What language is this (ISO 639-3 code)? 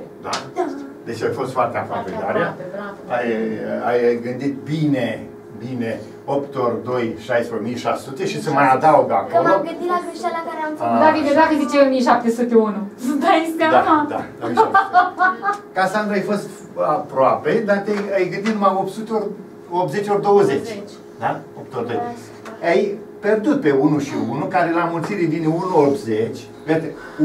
ron